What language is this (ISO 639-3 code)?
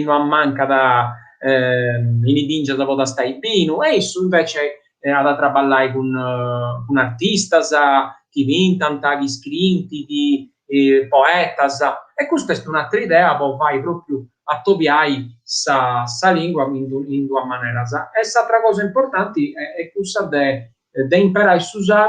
srd